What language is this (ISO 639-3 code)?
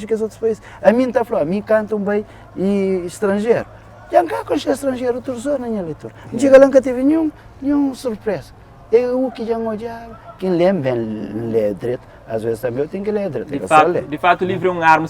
kea